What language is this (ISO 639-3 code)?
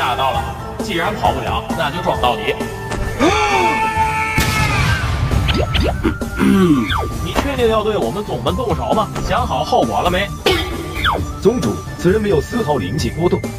zho